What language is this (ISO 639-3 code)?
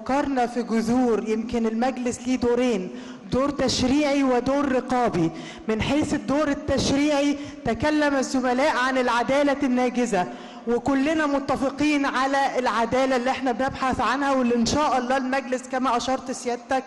arz